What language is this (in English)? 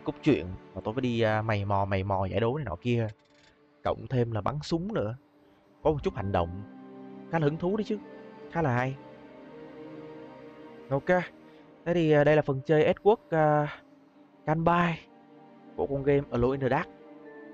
Vietnamese